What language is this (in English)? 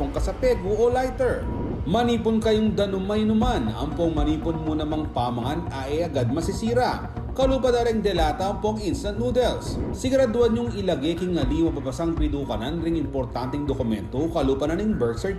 Pampanga